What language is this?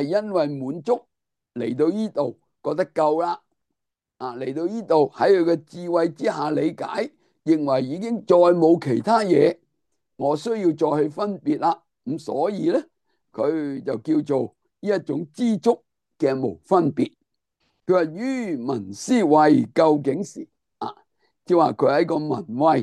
Cantonese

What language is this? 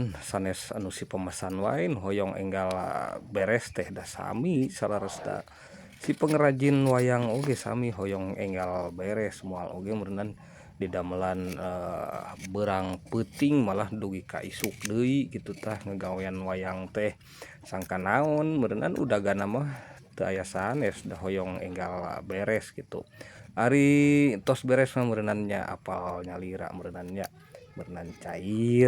Sundanese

